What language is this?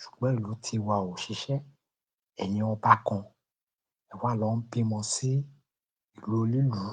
Yoruba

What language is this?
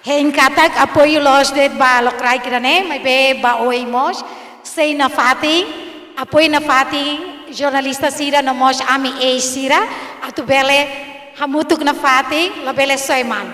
Tetum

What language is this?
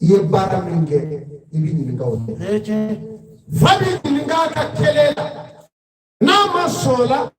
Bambara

